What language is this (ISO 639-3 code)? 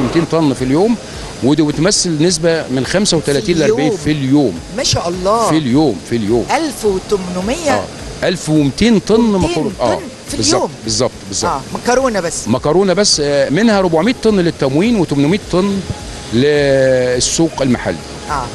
arz